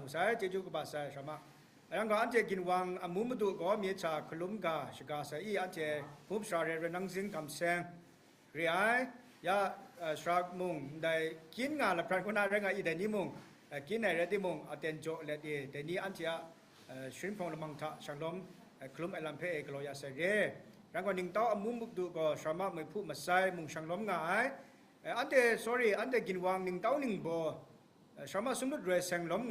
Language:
Kachin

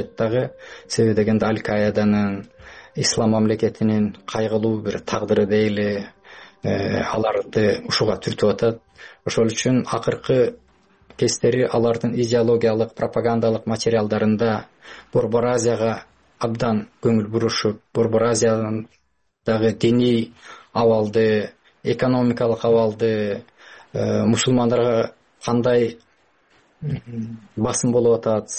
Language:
Kyrgyz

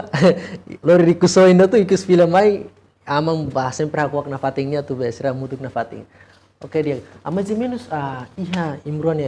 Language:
Tetum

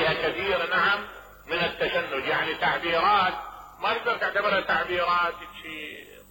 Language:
Mesopotamian Arabic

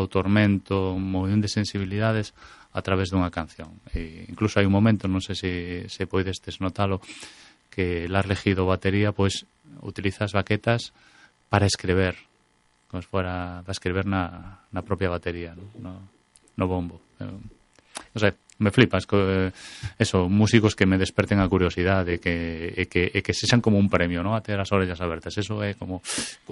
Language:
Galician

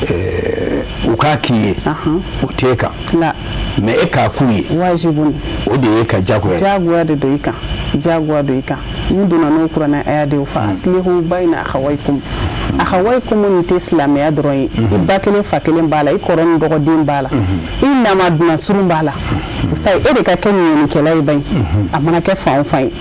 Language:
Bambara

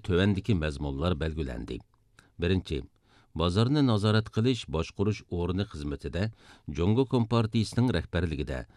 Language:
Uyghur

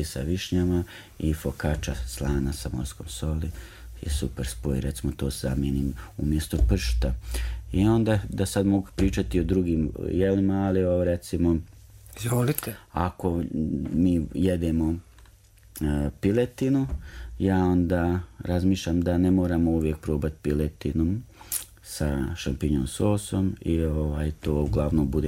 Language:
Serbian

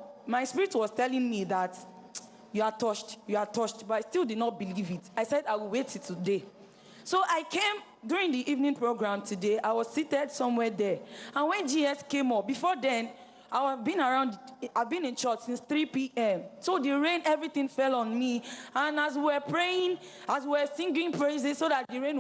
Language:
Ewe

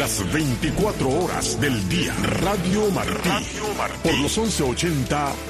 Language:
Spanish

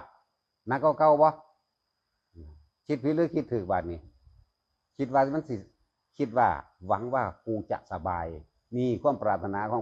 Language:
Northeastern Thai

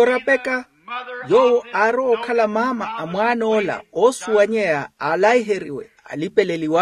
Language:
Makhuwa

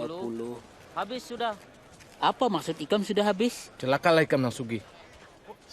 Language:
Banjar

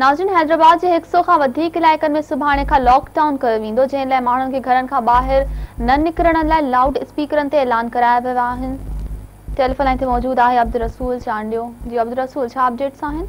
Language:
Sindhi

